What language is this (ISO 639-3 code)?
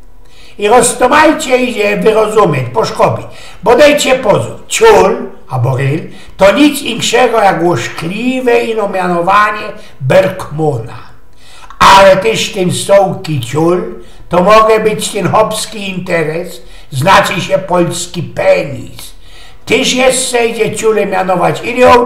szl